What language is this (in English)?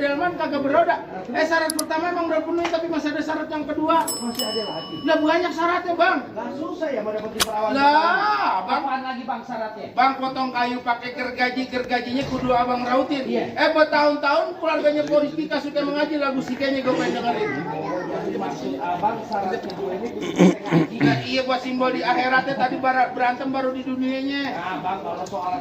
Betawi